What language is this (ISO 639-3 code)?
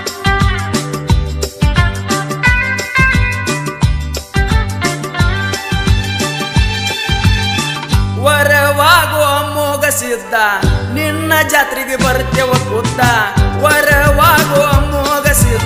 kan